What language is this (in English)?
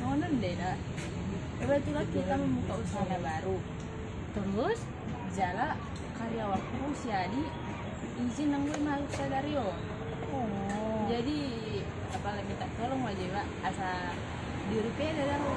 Batak Toba